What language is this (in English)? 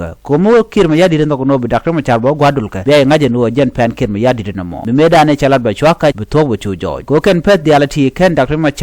Nuer